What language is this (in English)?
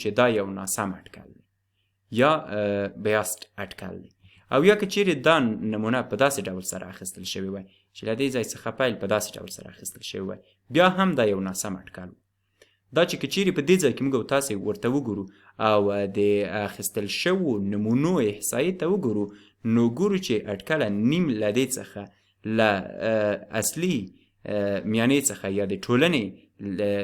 Pashto